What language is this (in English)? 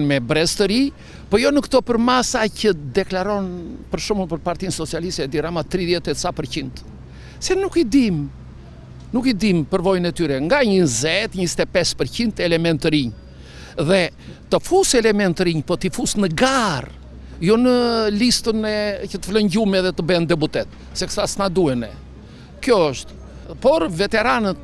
Albanian